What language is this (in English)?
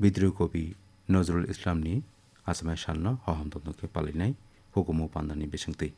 Kok Borok